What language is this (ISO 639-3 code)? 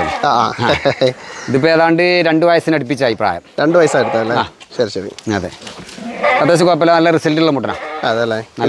mal